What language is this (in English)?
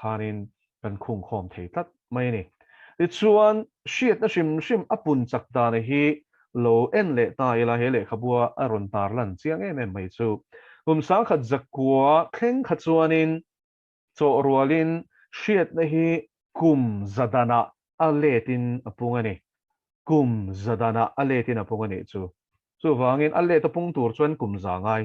Mizo